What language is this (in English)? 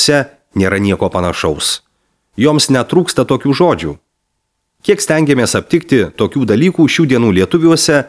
Lithuanian